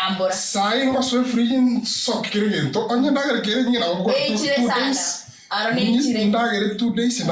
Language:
Gusii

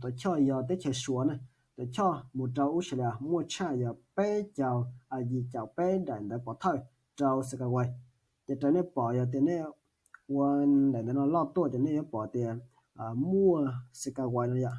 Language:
Hmong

